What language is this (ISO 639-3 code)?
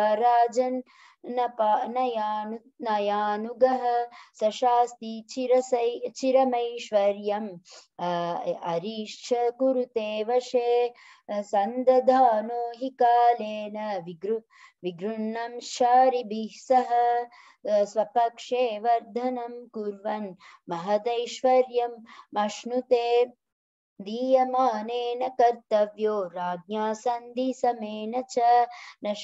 san